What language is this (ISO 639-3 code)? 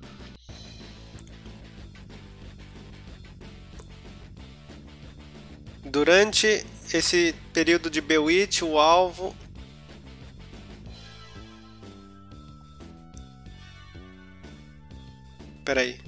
por